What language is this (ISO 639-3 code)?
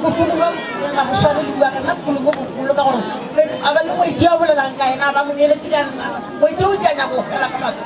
nso